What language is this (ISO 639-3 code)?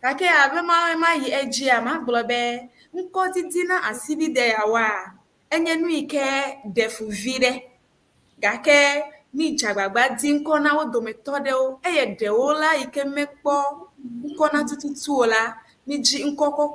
ewe